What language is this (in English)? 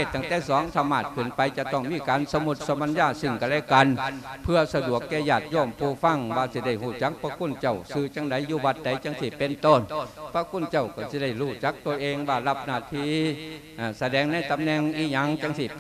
Lao